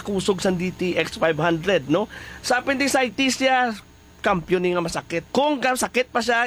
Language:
Hiligaynon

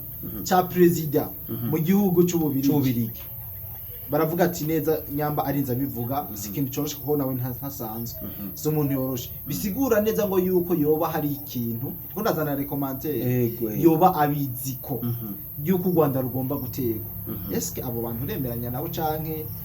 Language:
Rundi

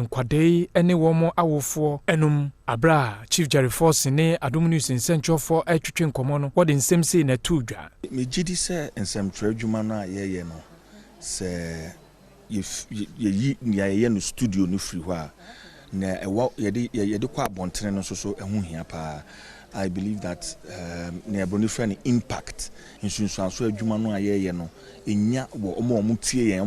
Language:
Akan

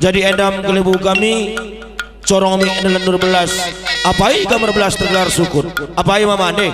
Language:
Batak Karo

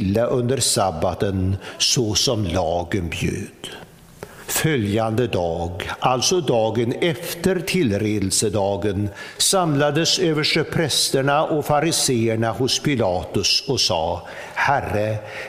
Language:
Swedish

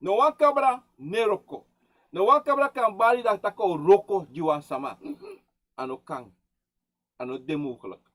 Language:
Sranan Tongo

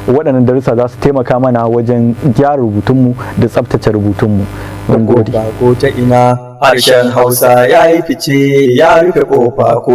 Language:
Hausa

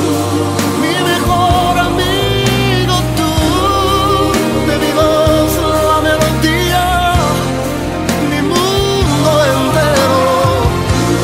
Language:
Spanish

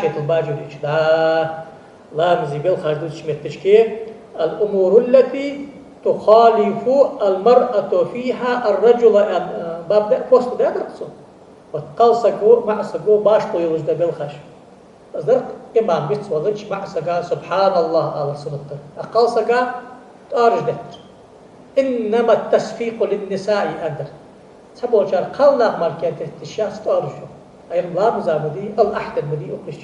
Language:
Ingush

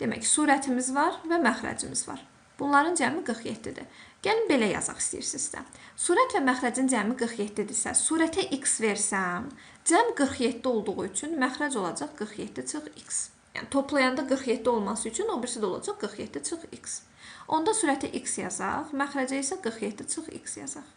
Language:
Azerbaijani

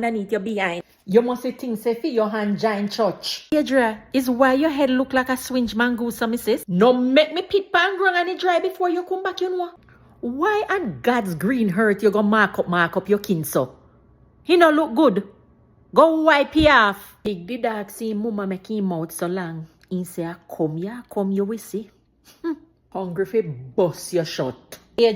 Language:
Jamaican Creole English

